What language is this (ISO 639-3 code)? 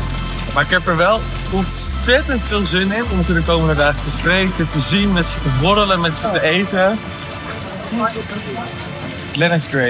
nld